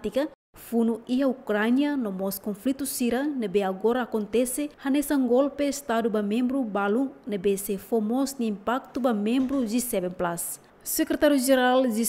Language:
Tetum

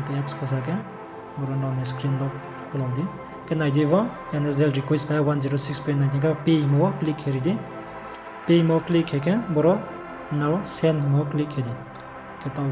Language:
Riang (India)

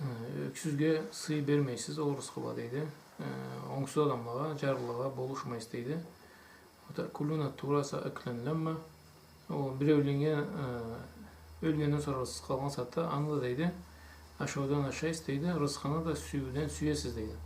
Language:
Karachay-Balkar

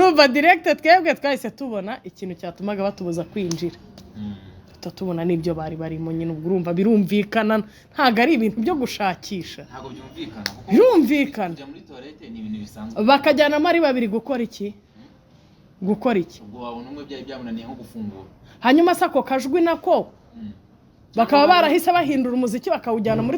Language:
Kinyarwanda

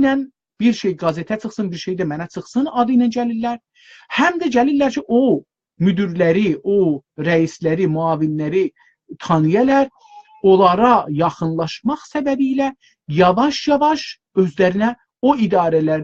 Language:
South Azerbaijani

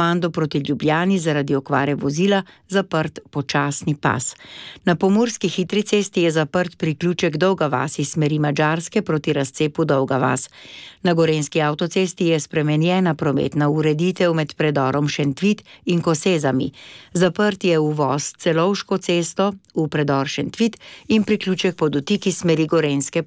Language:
Slovenian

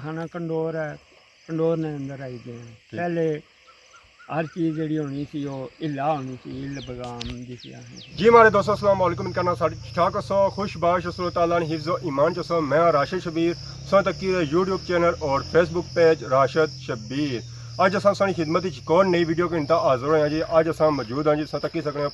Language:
Pahari-Potwari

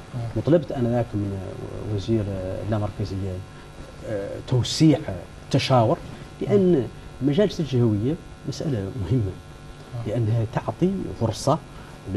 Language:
Hassaniyya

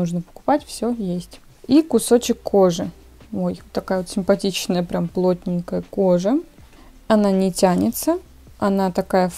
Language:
Russian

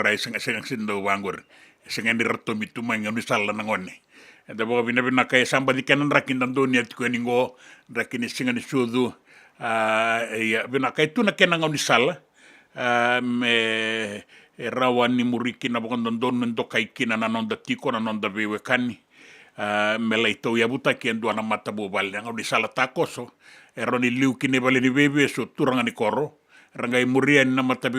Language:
Fijian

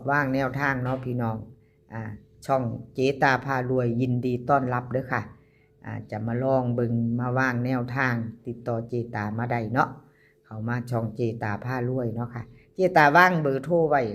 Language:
Northeastern Thai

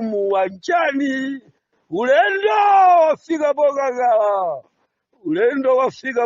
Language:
Nyanja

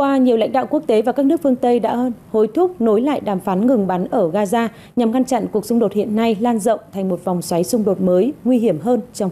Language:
Vietnamese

